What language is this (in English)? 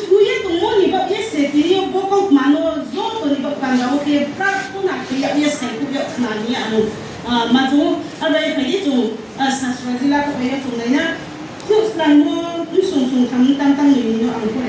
Riang (India)